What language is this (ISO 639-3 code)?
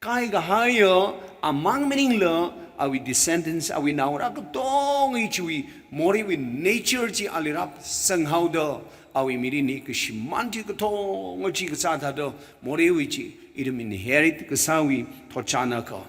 nmf